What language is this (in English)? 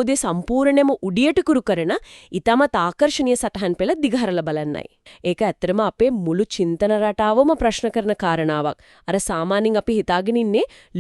Sinhala